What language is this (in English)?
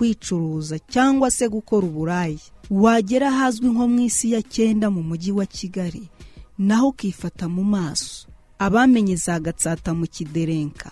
Kinyarwanda